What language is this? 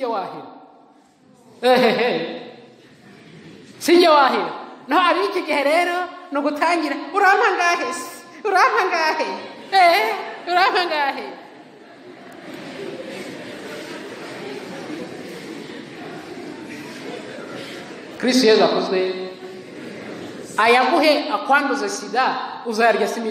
Kinyarwanda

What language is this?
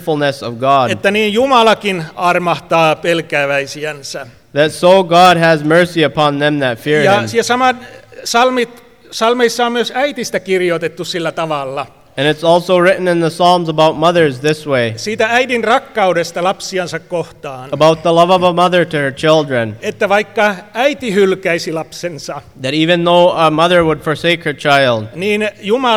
Finnish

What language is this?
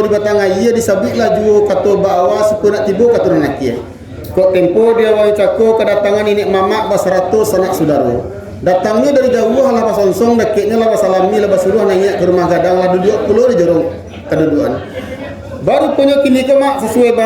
Minangkabau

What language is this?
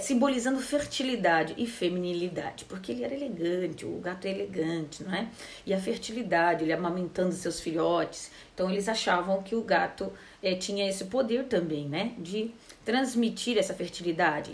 Portuguese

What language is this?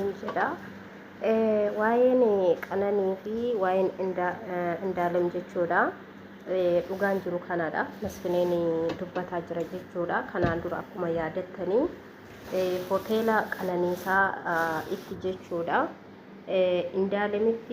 Oromo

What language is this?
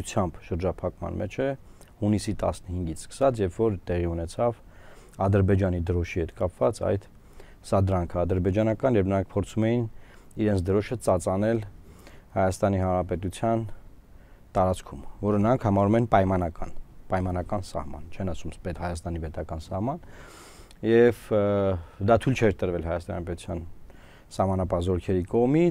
Armenian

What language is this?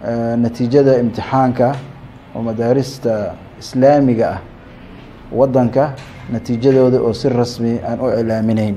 Somali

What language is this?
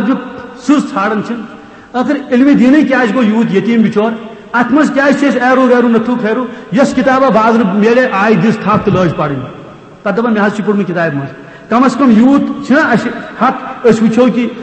Kashmiri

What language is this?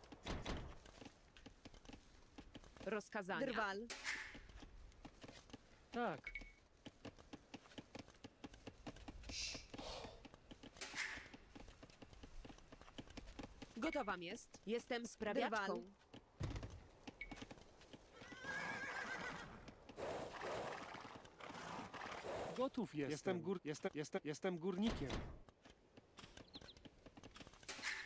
Polish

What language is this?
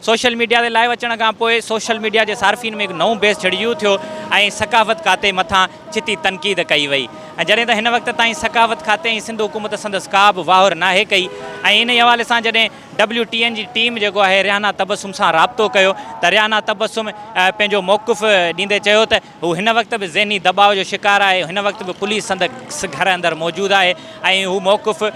Sindhi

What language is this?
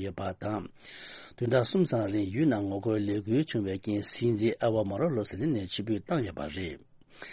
Tibetan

